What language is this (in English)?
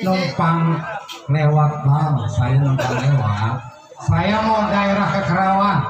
Betawi